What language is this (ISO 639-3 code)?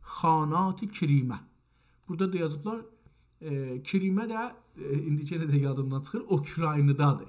azb